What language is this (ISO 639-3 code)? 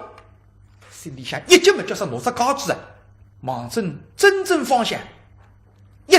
wuu